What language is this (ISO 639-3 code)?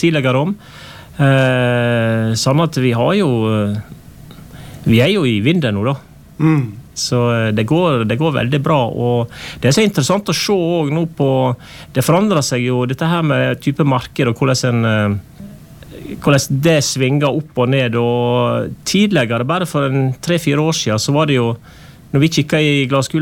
nor